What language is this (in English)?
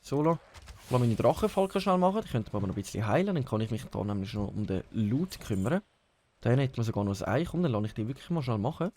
Swiss German